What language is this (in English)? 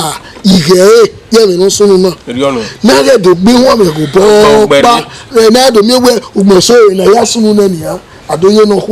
Bini